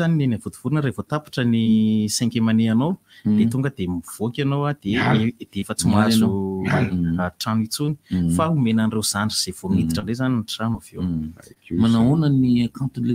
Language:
Malagasy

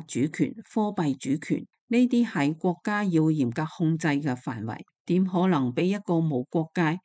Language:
Cantonese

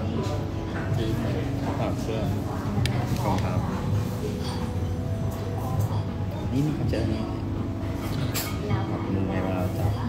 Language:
Thai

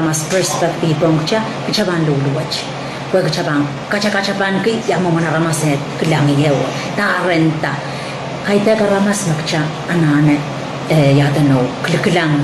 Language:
Pohnpeian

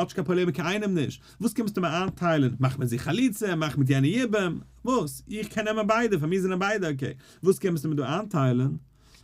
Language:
Yiddish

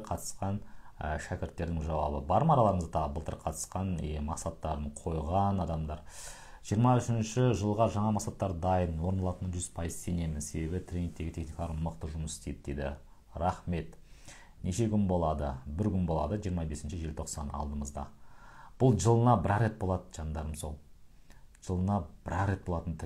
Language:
Kazakh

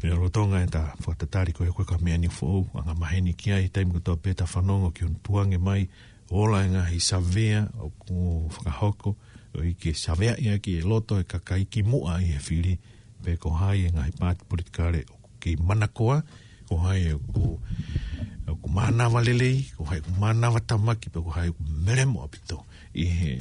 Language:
Tongan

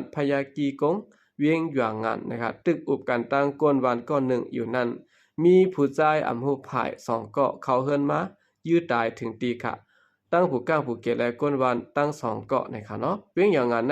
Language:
Shan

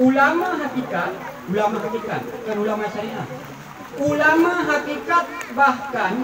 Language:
Achinese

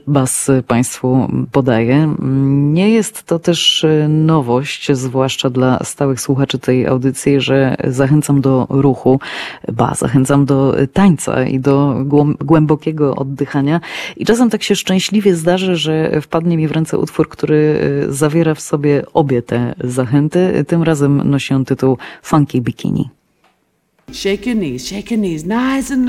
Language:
Polish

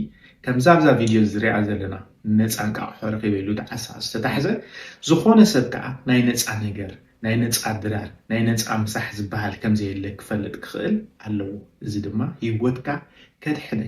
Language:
Tigrinya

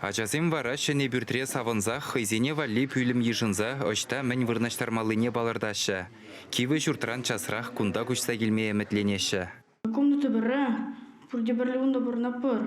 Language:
Chuvash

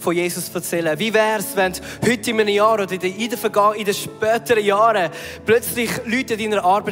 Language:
Swiss German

